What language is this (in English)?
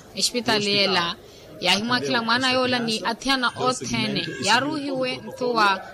Makhuwa